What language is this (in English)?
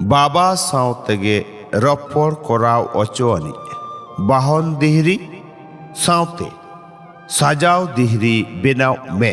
Santali